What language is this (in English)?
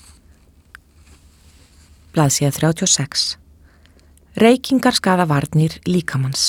Icelandic